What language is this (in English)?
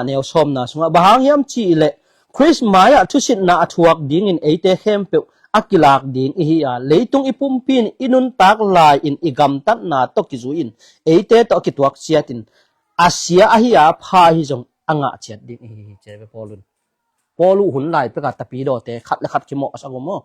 Tedim Chin